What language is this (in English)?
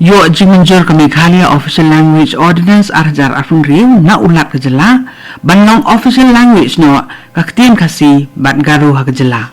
Khasi